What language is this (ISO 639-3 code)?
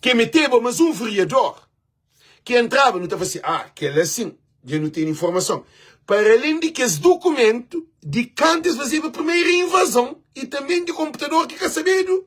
kea